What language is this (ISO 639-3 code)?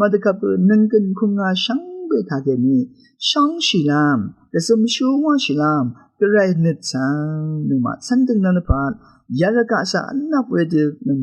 raw